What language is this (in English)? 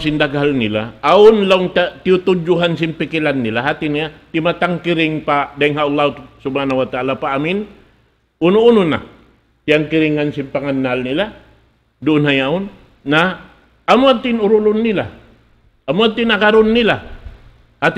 Tausug